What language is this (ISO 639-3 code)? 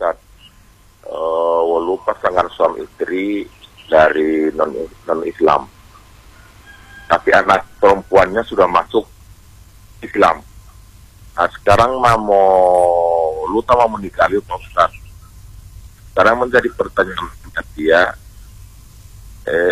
ind